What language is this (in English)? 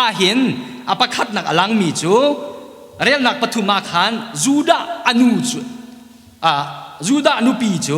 Hakha Chin